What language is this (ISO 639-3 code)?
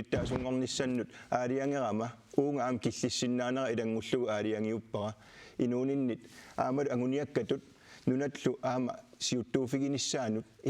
kal